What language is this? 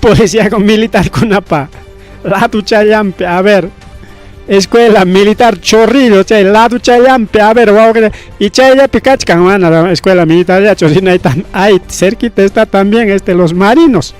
Ayacucho Quechua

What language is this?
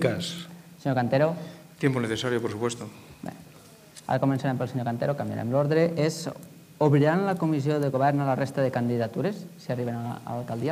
Catalan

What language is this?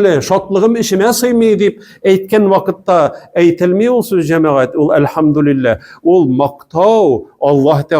Tatar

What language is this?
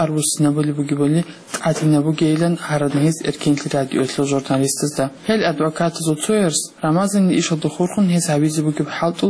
Avaric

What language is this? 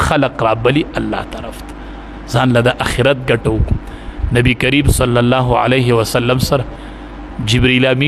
Pashto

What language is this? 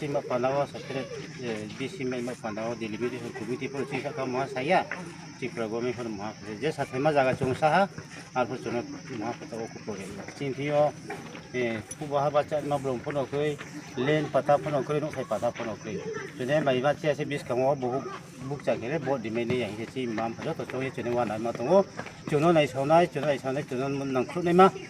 Riang (India)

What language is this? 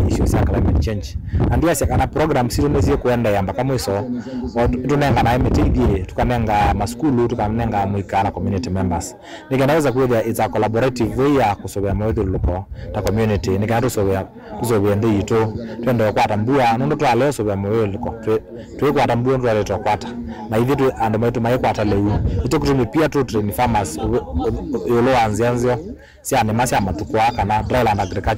Kamba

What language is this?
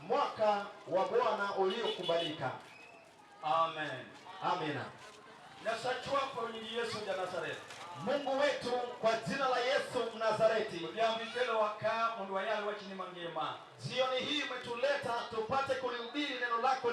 Luo (Kenya and Tanzania)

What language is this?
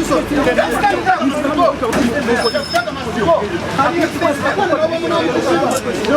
Nyankole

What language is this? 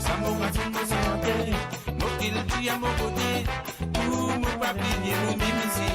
Morisyen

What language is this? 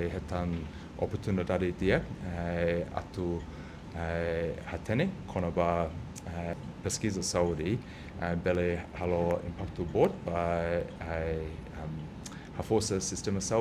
Tetum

